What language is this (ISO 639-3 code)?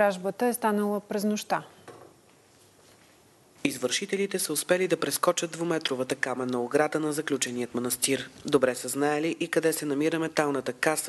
bul